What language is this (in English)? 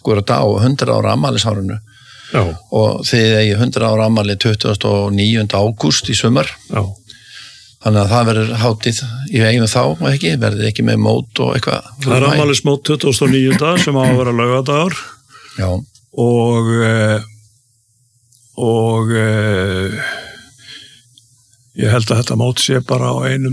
Icelandic